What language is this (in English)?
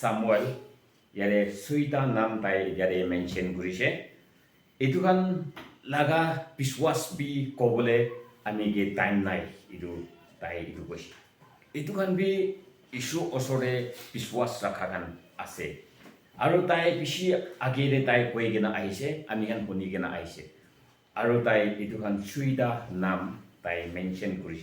Konyak Naga